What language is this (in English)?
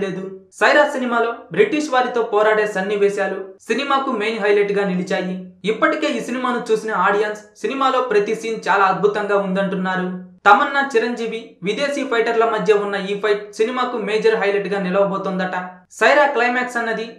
Telugu